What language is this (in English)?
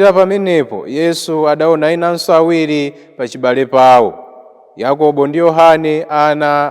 Nyanja